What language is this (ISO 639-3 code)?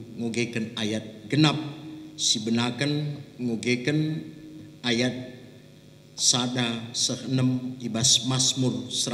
btx